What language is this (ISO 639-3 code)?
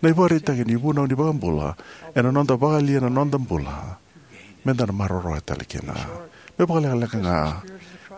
fij